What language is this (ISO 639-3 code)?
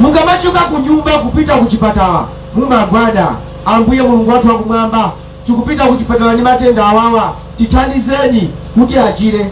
nya